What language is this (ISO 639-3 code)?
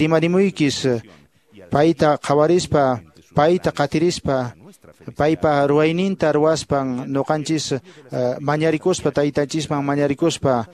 que